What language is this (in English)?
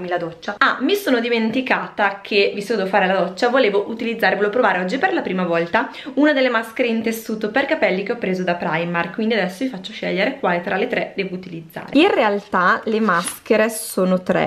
Italian